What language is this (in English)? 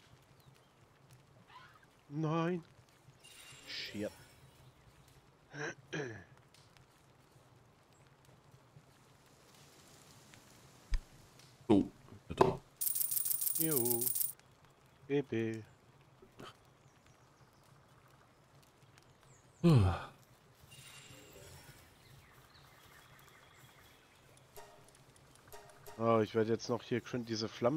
German